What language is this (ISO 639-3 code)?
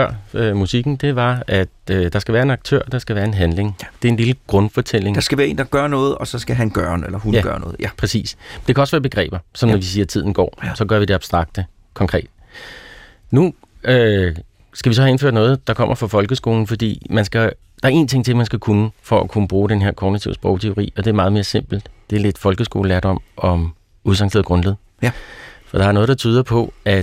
dan